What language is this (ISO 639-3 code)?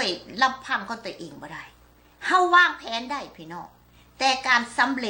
lao